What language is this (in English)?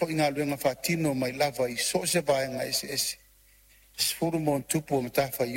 Samoan